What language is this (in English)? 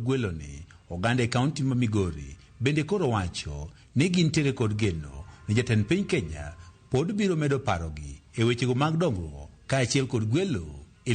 Luo (Kenya and Tanzania)